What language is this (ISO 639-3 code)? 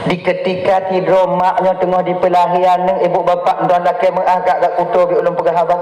ace